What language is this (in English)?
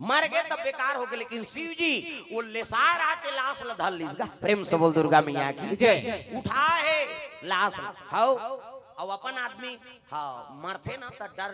Chhattisgarhi